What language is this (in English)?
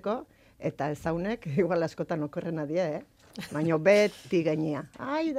Basque